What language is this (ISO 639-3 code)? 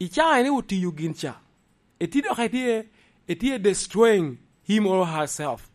laj